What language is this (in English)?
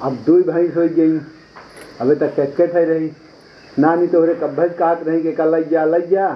Awadhi